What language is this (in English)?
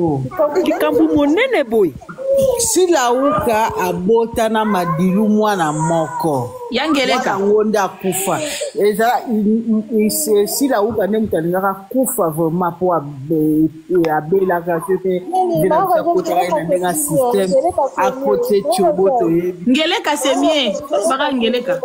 Lingala